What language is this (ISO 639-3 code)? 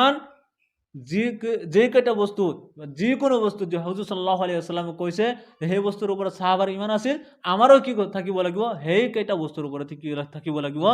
asm